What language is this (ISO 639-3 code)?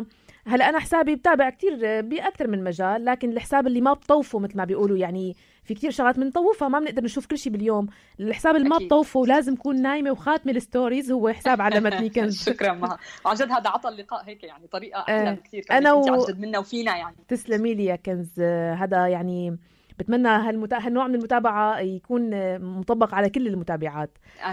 apc